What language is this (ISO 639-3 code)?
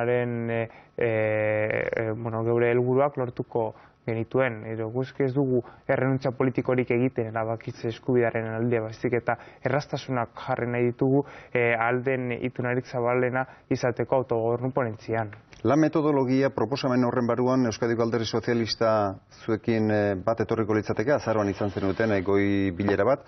eus